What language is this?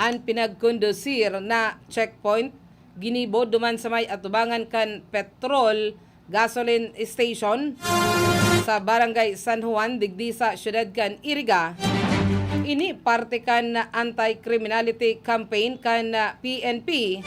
Bikol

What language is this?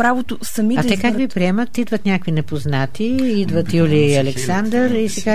Bulgarian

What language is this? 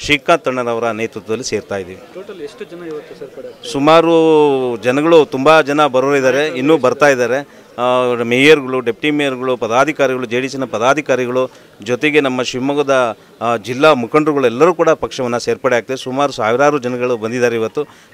Kannada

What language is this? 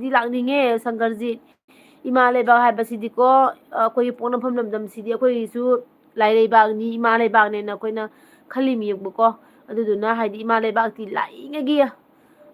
Manipuri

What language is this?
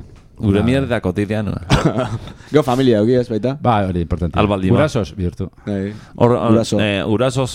Basque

